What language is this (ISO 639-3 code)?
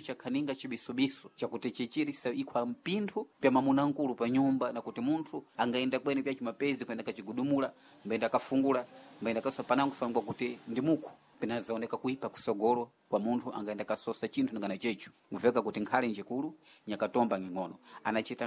seh